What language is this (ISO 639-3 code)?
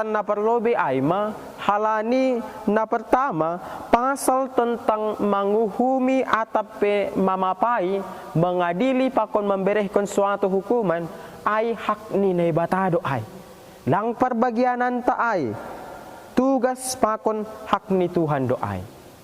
bts